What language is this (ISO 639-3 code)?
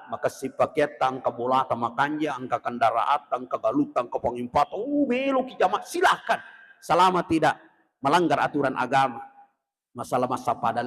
bug